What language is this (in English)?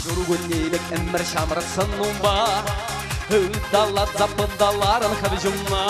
Chuvash